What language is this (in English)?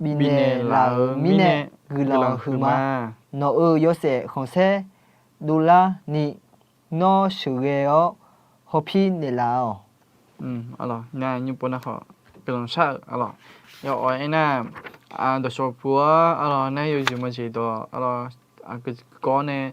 Akha